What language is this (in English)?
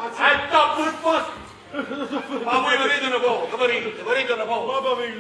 Neapolitan